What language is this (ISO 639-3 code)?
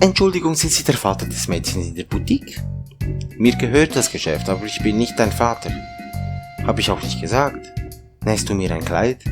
gsw